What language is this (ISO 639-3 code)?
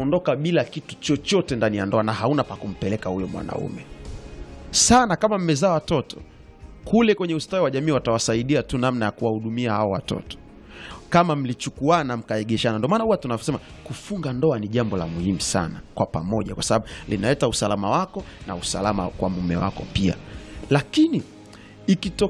swa